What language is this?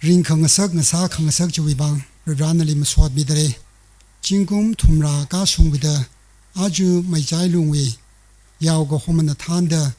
Tangkhul Naga (India)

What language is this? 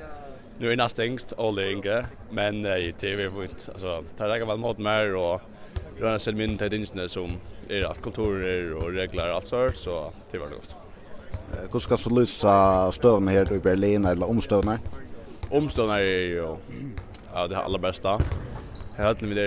Faroese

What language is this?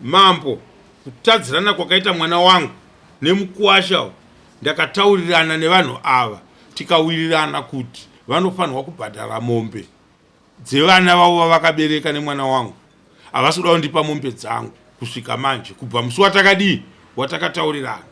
Shona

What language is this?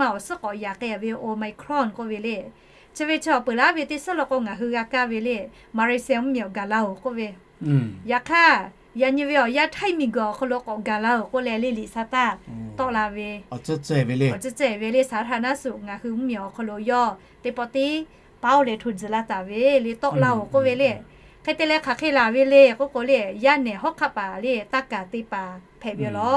Lahu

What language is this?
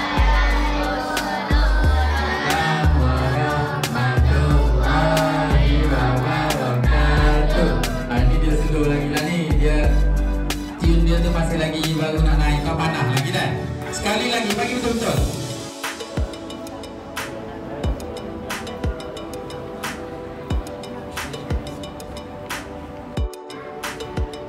Malay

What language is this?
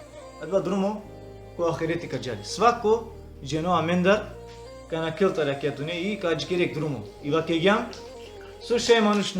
Balkan Romani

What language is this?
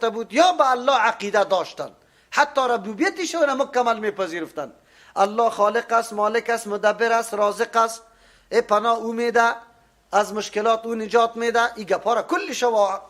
Persian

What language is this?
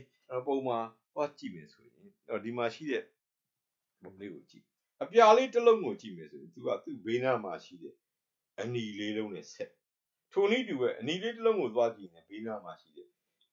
Burmese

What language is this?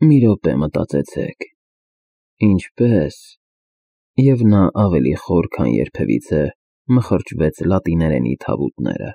Armenian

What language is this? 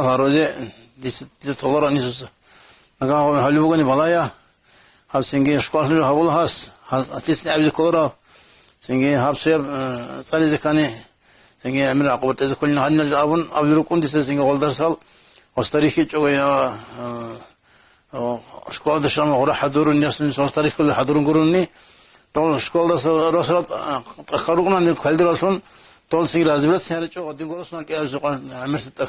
Avaric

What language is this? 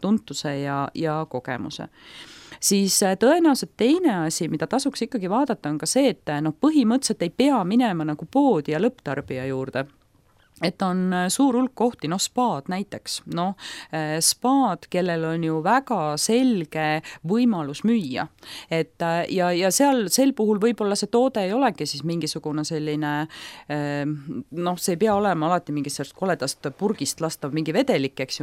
Estonian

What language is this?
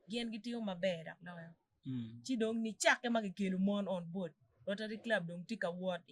Acoli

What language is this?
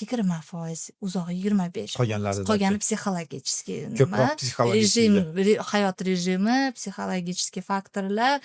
Uzbek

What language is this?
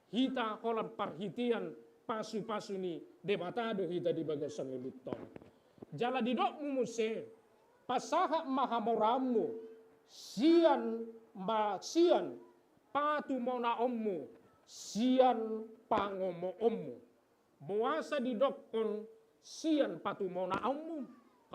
Batak Toba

